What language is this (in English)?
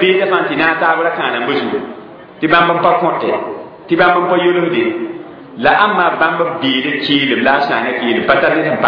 Mossi